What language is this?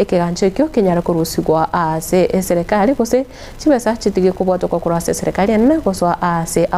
Gusii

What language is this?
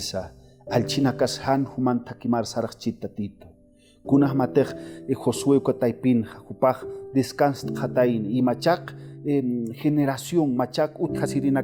Aymara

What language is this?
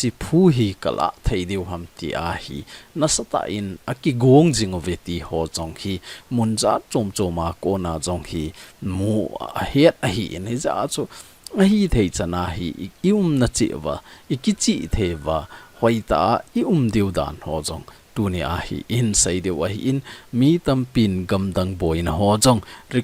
Thado Chin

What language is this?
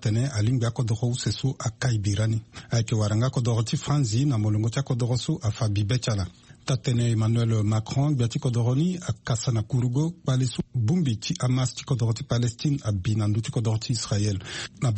Sango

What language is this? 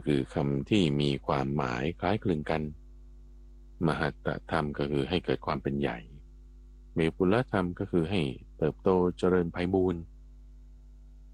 Thai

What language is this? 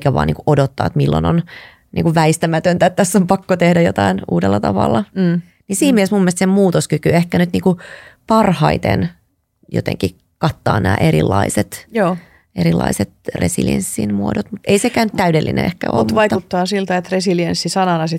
Finnish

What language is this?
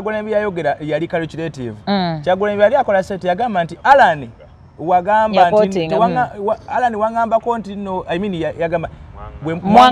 Ganda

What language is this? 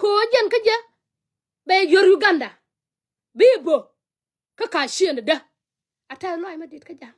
Nuer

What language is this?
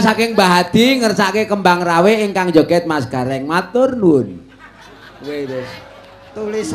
Javanese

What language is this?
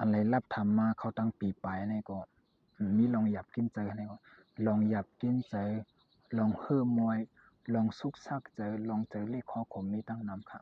Shan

